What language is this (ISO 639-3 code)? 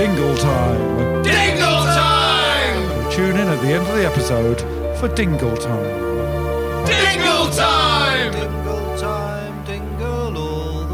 eng